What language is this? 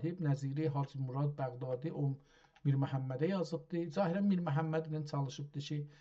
South Azerbaijani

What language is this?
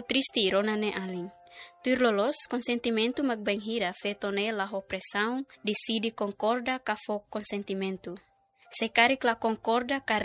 Tetum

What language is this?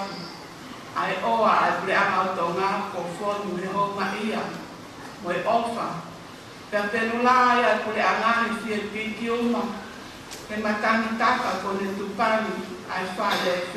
Tongan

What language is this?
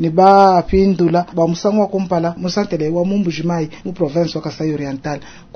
Luba-Lulua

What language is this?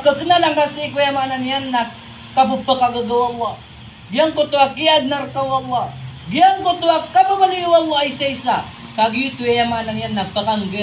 Maranao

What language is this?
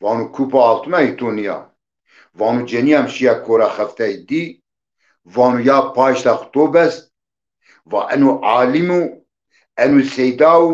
Zaza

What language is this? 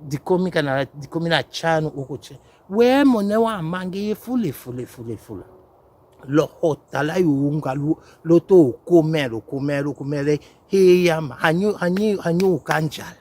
Tetela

